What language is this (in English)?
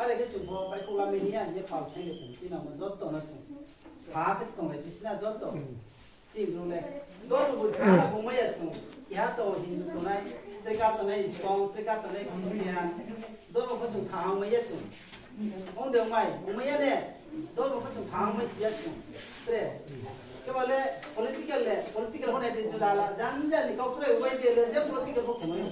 Riang (India)